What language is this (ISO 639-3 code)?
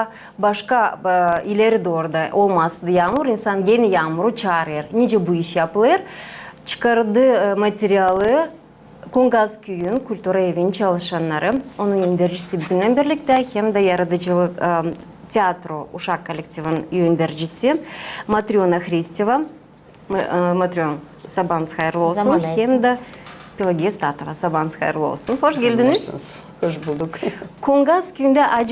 gag